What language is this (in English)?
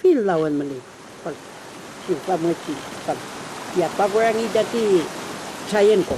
Mapuche